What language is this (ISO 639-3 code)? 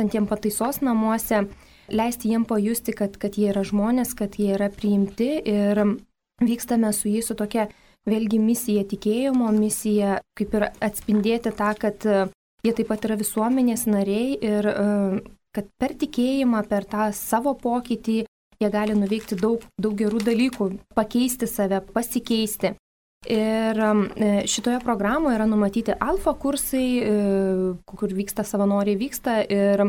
lit